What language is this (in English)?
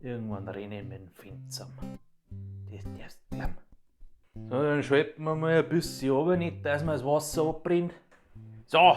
Bavarian